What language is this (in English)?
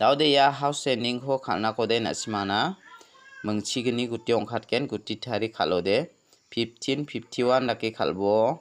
Garo